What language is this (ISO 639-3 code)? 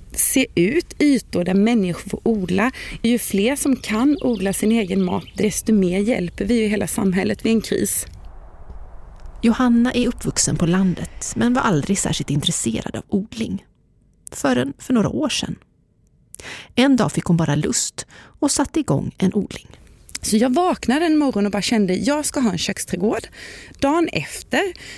swe